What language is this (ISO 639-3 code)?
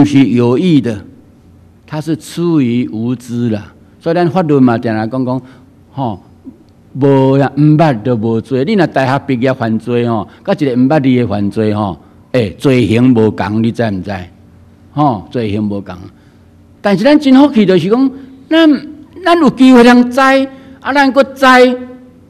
nan